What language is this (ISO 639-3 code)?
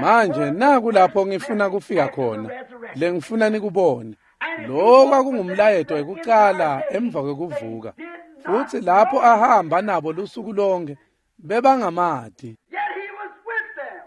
ssw